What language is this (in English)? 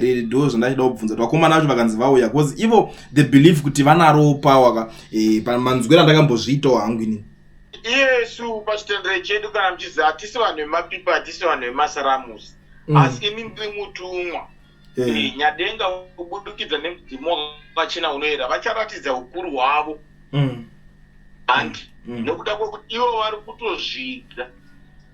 Shona